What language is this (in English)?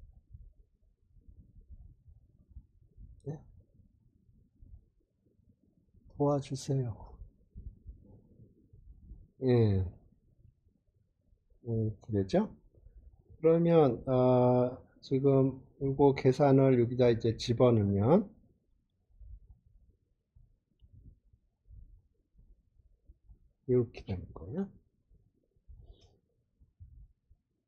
Korean